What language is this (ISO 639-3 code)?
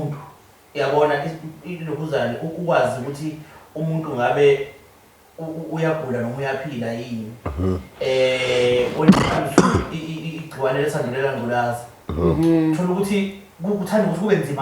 zul